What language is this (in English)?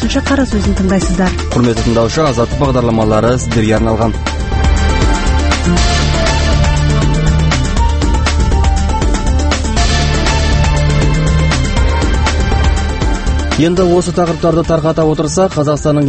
Kazakh